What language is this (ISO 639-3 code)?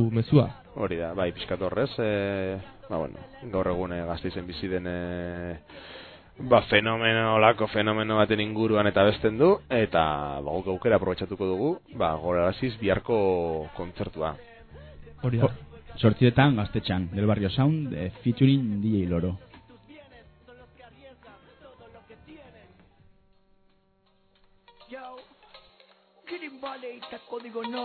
eus